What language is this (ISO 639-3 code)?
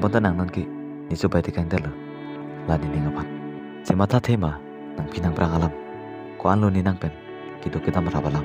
mjw